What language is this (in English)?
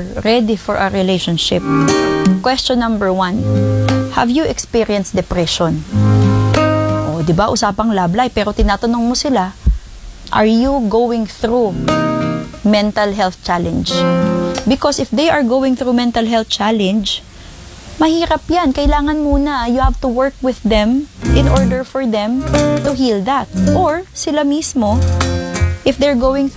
Filipino